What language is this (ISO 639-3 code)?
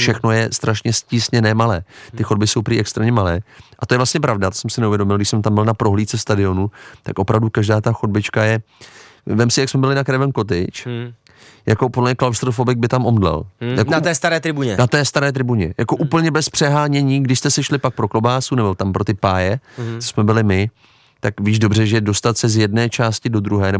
ces